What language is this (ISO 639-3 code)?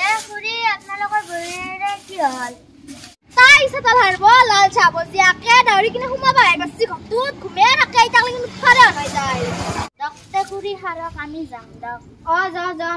asm